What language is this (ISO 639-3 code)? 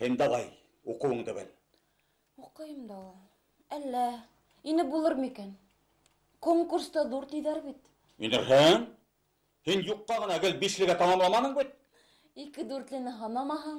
bak